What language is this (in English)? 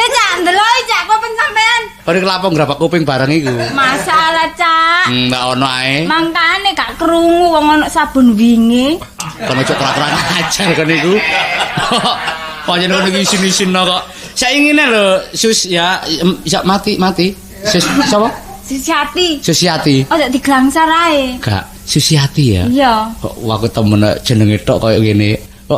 Javanese